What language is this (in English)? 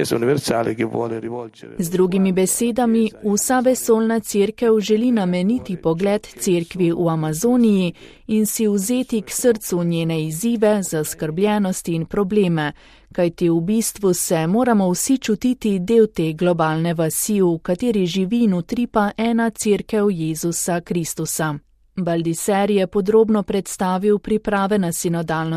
Slovenian